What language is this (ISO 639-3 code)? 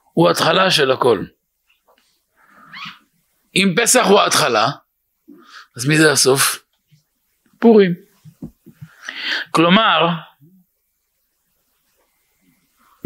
heb